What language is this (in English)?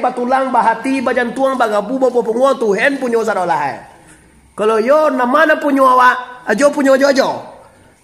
Minangkabau